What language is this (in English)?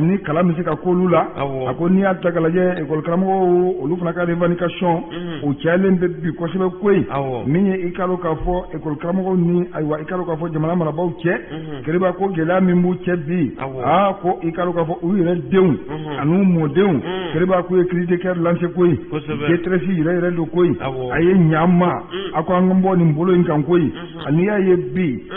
Bambara